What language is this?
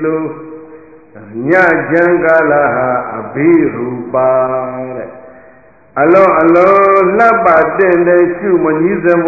Burmese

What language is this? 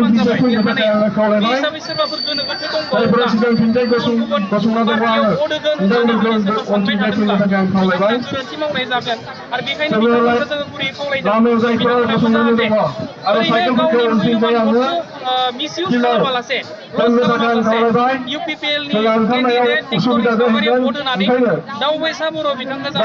Bodo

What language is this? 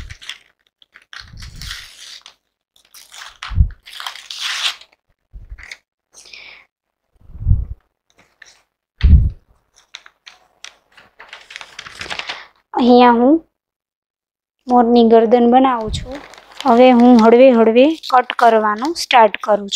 Gujarati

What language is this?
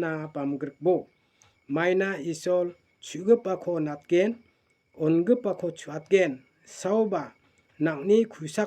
Garo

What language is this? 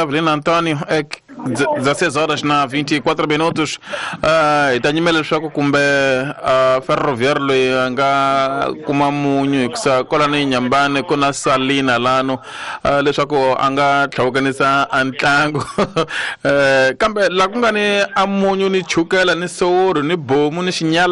Tsonga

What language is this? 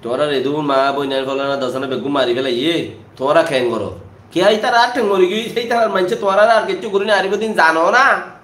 Rohingya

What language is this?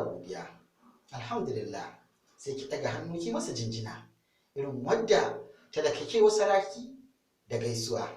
Hausa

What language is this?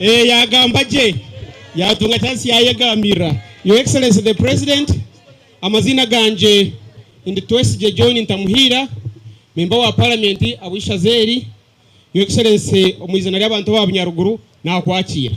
Nyankole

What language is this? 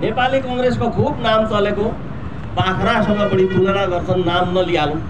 Nepali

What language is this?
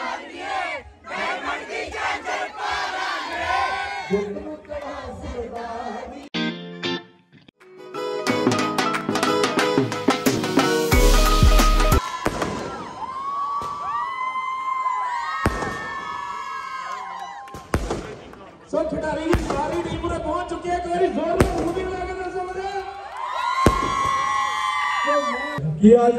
Punjabi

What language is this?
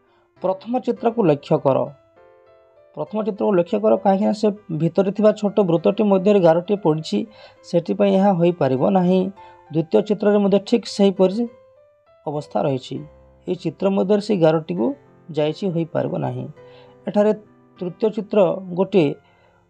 Odia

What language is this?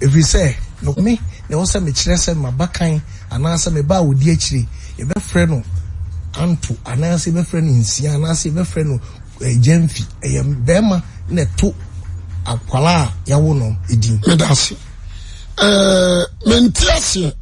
Akan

